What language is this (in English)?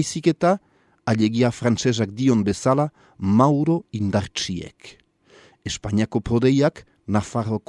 Basque